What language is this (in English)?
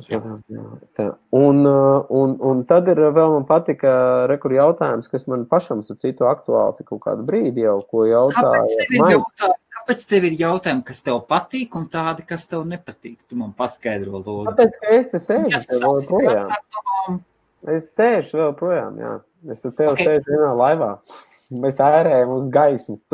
Latvian